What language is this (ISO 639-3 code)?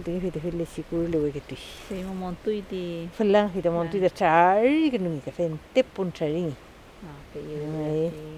arn